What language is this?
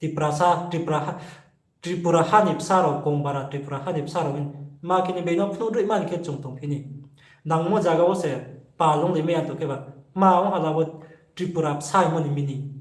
Riang (India)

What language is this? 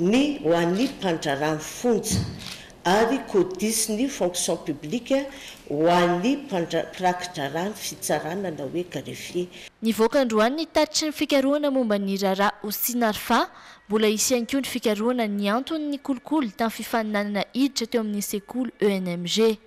Malagasy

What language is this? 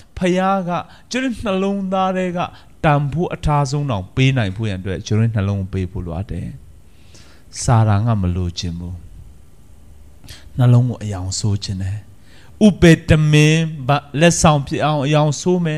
Burmese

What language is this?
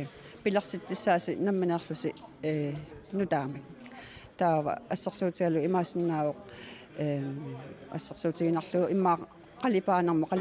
Kalaallisut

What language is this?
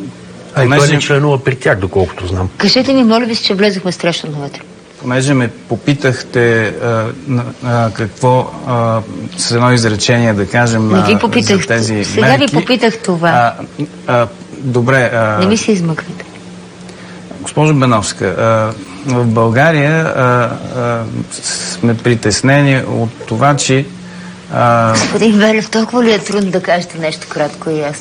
Bulgarian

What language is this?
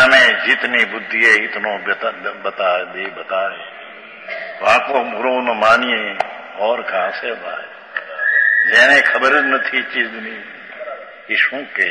Gujarati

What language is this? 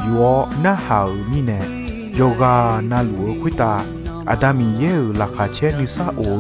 Akha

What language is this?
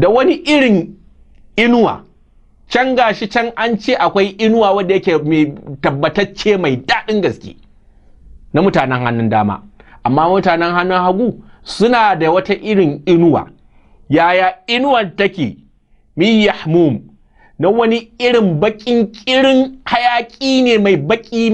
Hausa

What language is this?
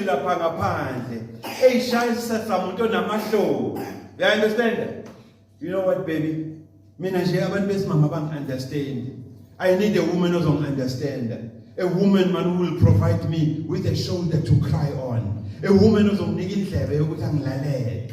Zulu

